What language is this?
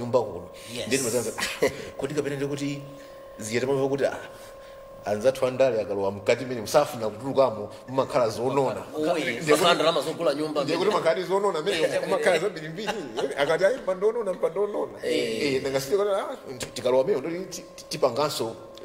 Nyanja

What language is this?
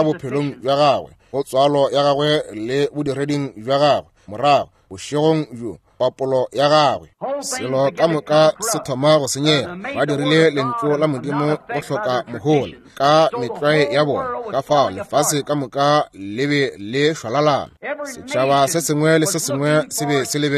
Northern Sotho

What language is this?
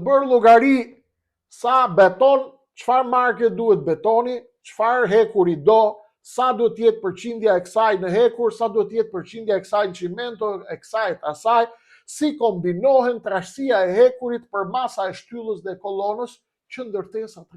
Albanian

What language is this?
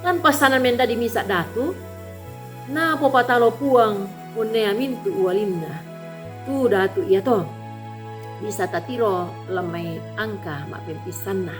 Toraja-Sa'dan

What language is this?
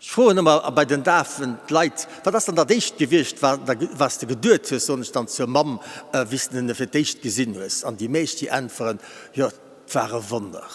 Luxembourgish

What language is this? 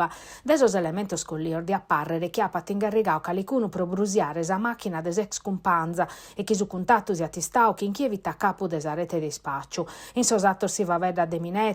Sardinian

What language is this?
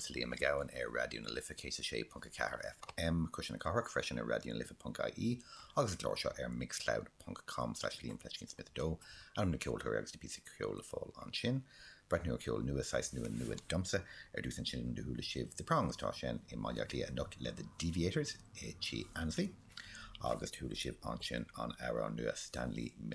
Irish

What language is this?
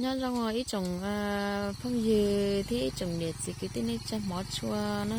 Hmong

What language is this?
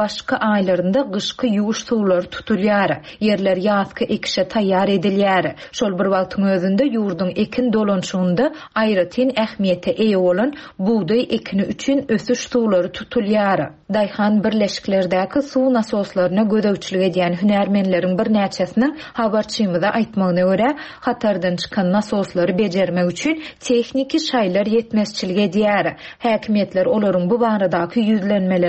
Turkmen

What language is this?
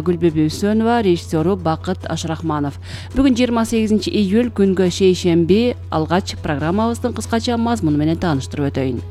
Kyrgyz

